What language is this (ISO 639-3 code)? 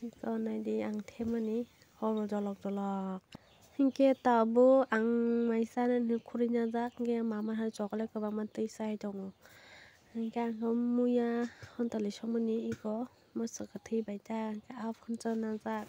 trp